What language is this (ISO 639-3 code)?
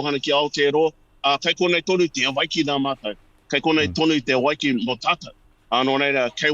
mri